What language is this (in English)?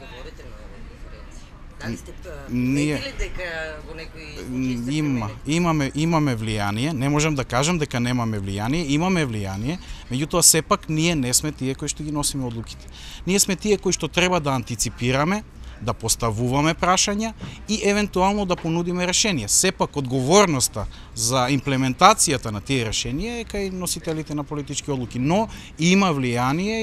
Macedonian